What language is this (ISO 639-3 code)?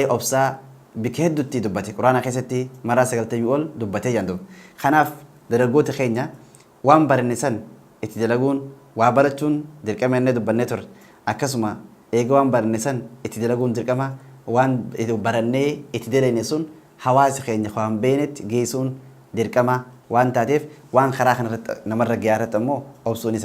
orm